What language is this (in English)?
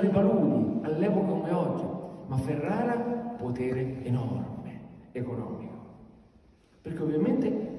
Italian